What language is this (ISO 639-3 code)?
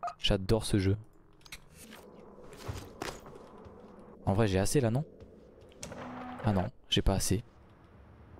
fra